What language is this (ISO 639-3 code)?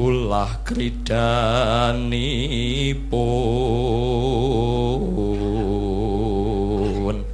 jav